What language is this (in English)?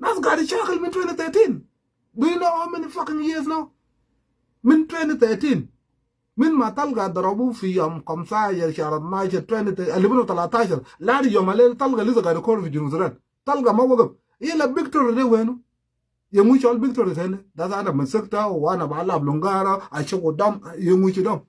Sudanese Creole Arabic